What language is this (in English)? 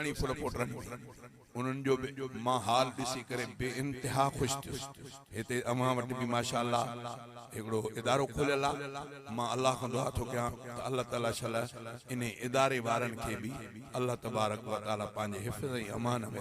Sindhi